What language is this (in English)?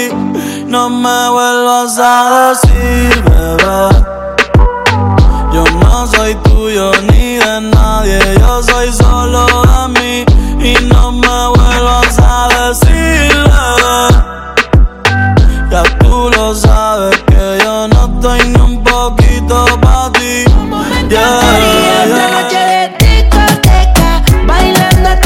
Spanish